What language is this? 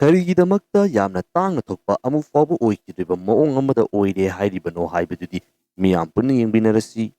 Manipuri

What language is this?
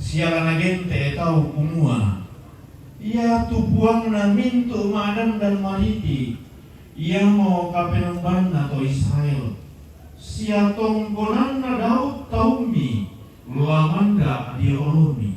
Toraja-Sa'dan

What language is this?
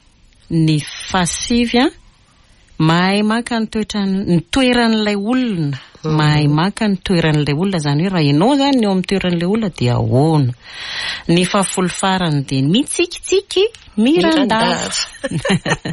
Malagasy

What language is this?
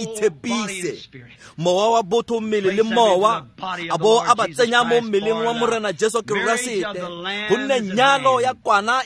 Tswana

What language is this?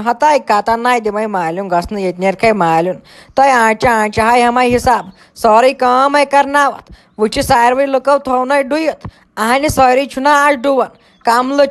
Kashmiri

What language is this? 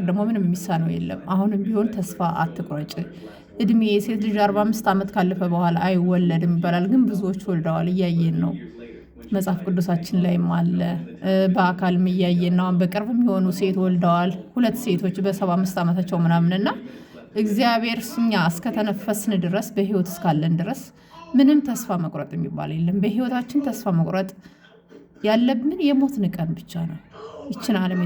Amharic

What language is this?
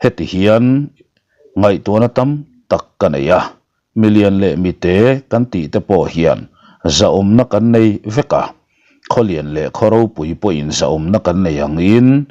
Mizo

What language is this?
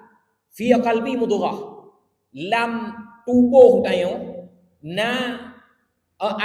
Achinese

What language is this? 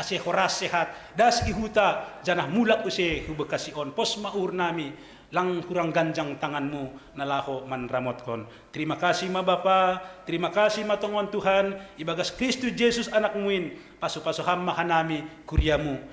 Batak Simalungun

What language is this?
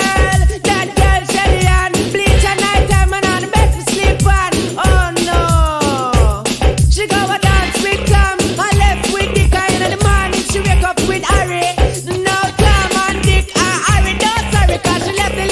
Papiamento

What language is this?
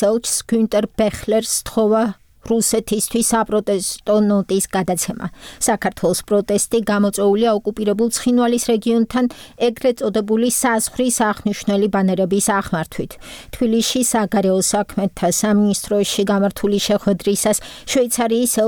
Georgian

